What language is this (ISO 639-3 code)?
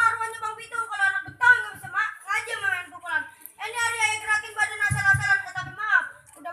bew